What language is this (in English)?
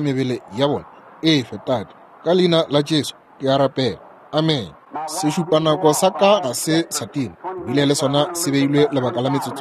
Northern Sotho